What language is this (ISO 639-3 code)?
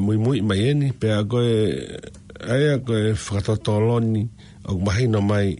ton